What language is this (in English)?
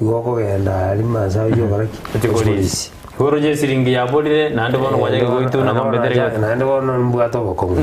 Gusii